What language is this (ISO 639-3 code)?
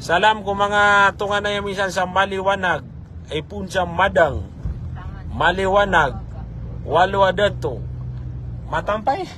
mrw